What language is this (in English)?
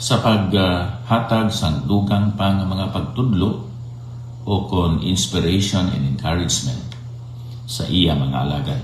Hiligaynon